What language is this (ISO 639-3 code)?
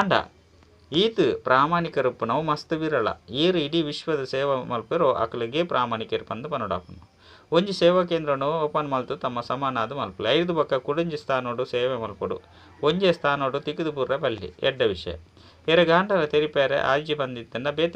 tcy